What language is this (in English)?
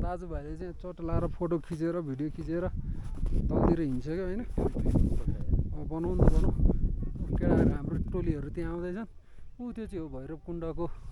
Nepali